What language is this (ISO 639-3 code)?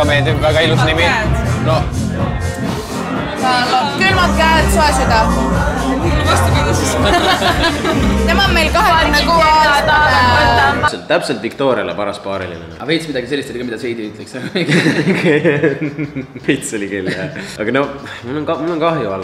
est